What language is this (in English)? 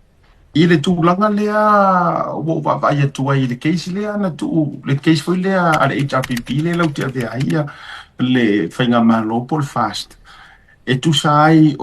Samoan